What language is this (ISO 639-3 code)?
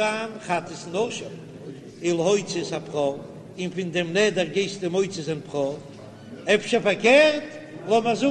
yid